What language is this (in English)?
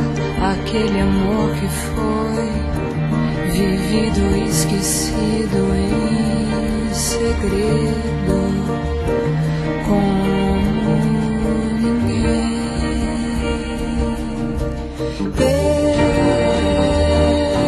Portuguese